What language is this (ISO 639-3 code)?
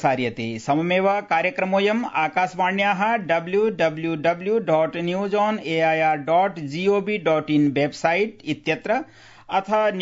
san